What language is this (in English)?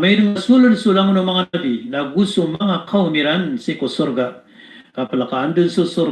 Maranao